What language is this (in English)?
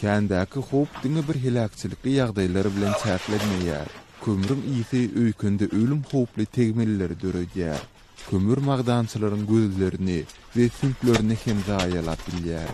Turkmen